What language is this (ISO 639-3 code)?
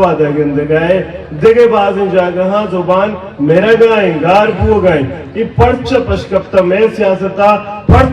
bgp